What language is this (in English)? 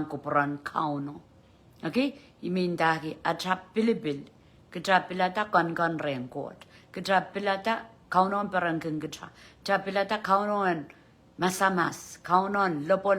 Pohnpeian